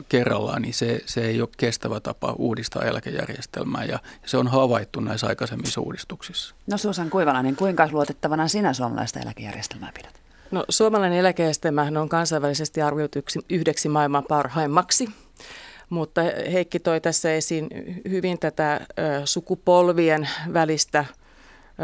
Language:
Finnish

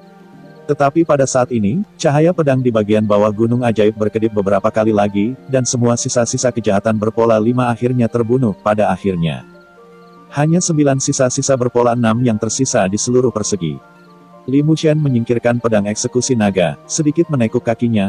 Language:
Indonesian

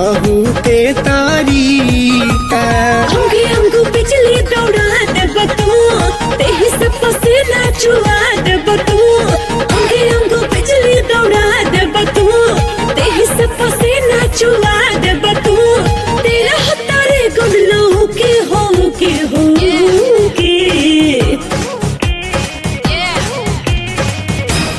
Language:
Bhojpuri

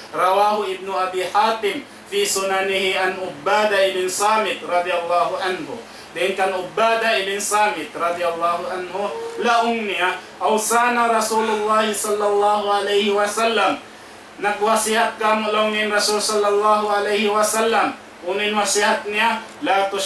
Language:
Tausug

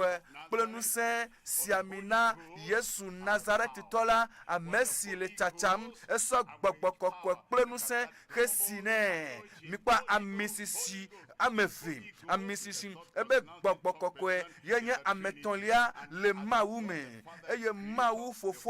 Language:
Ewe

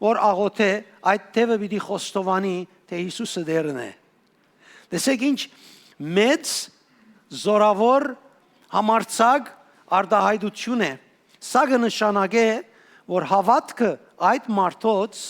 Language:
Western Armenian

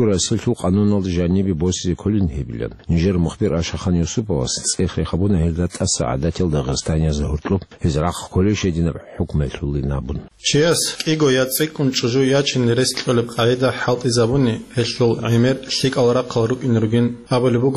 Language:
Avaric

